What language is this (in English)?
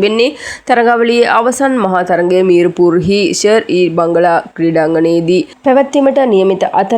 Sinhala